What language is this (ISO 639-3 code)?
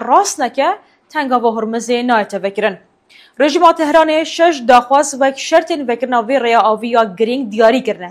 kur